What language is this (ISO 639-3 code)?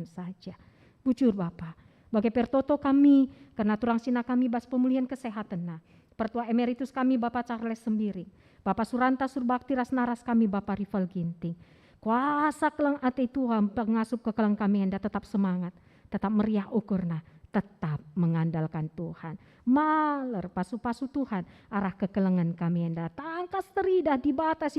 btx